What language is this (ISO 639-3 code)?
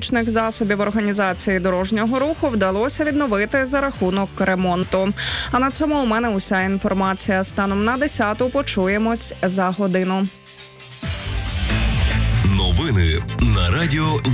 ukr